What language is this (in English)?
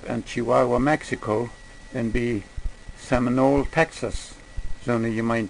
Plautdietsch